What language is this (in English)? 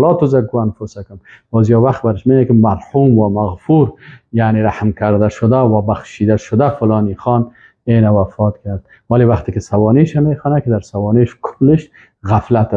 Persian